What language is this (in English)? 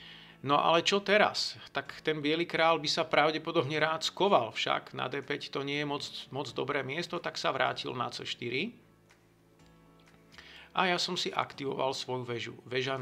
Slovak